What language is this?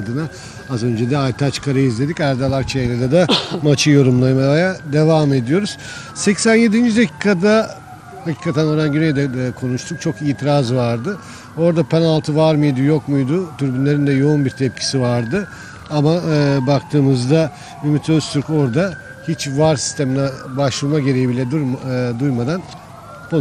Turkish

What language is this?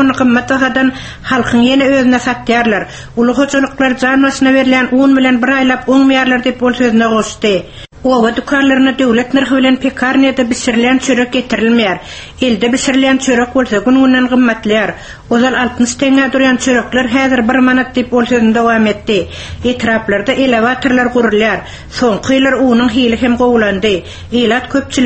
Turkmen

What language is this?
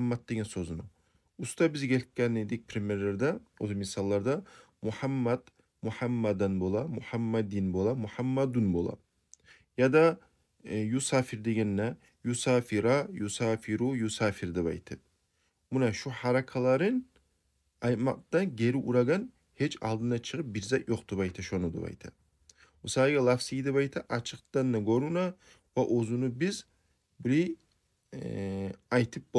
Kumyk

